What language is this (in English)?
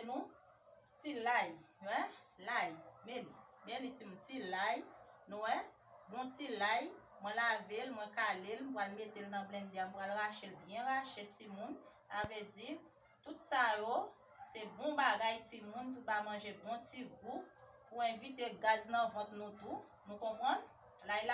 Haitian Creole